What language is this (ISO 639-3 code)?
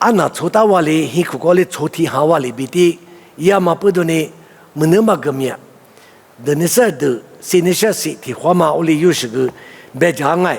lis